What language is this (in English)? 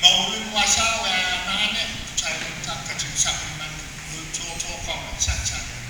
Pohnpeian